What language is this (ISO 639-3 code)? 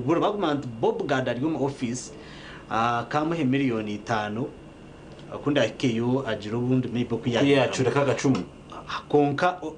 nyn